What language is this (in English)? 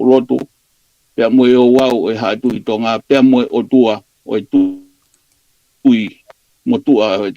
Tongan